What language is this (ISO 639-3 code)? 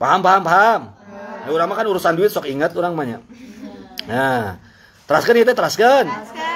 sun